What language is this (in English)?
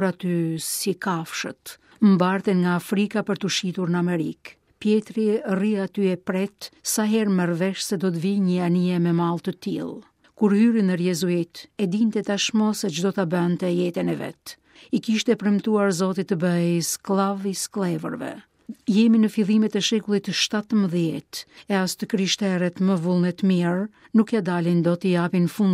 Albanian